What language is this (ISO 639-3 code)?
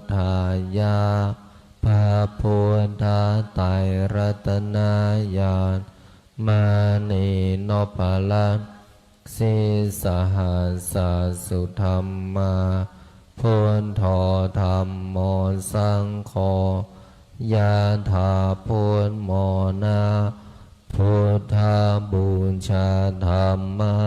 pli